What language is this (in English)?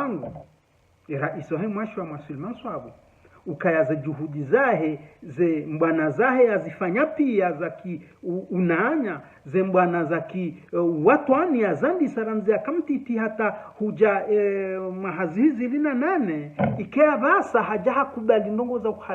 Ngazidja Comorian